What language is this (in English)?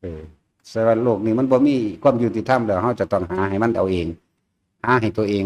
Northeastern Thai